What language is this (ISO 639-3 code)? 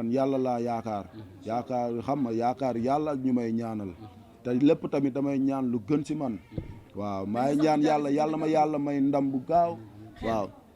wol